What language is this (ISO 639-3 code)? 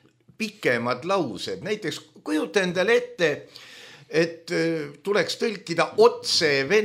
est